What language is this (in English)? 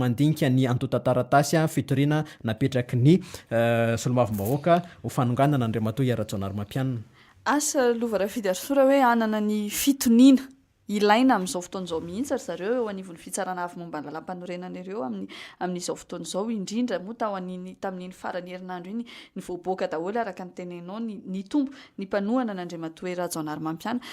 Malagasy